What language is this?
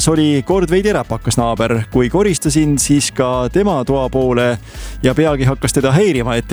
Estonian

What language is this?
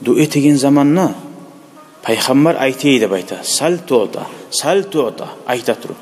Kumyk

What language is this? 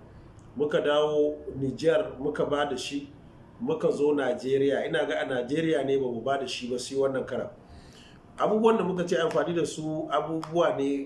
Hausa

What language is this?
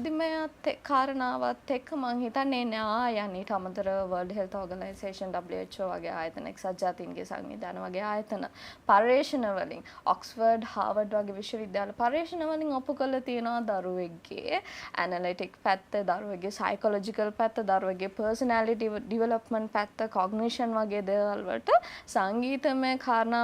Sinhala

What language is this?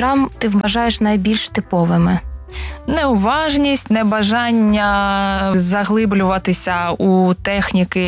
Ukrainian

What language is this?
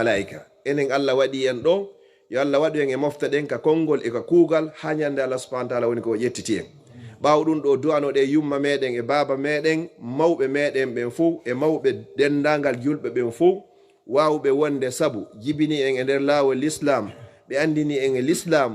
Fula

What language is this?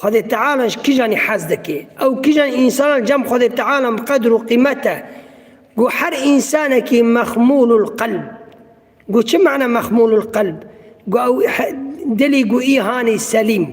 Kurdish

